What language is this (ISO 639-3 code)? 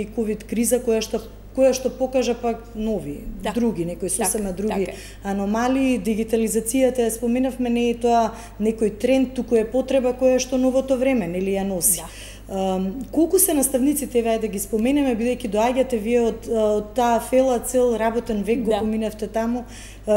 mkd